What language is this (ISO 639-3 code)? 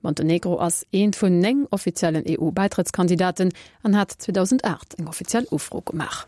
ltz